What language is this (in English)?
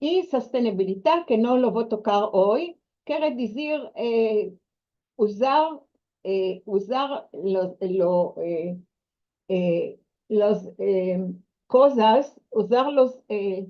Ladino